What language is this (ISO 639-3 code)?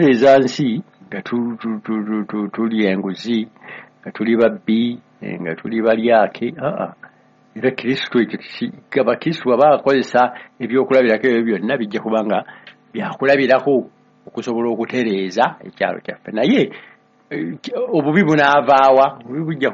lug